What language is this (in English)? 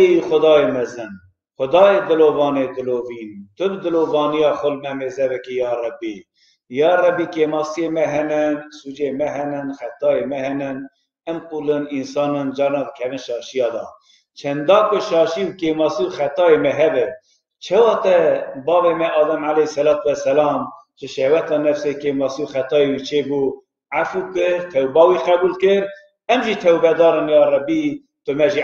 Kurdish